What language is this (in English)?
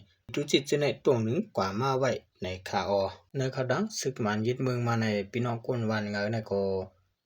Shan